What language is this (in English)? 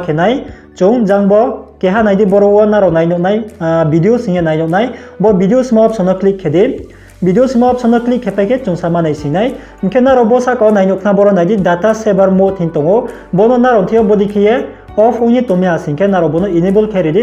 Riang (India)